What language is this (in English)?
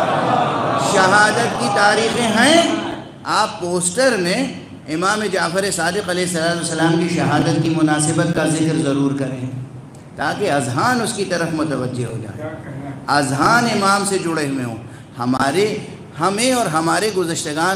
Urdu